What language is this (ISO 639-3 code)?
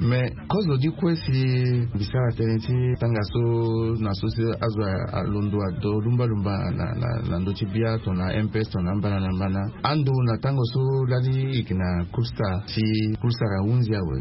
sag